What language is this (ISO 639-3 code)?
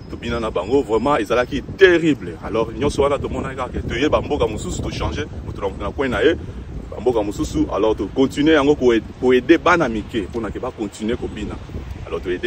lin